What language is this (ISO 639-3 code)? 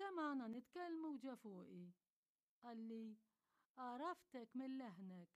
mlt